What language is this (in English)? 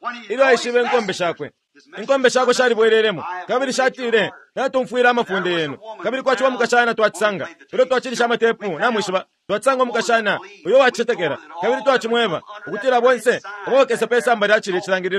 Bemba